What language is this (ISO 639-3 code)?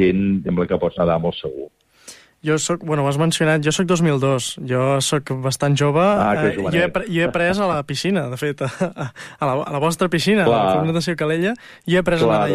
cat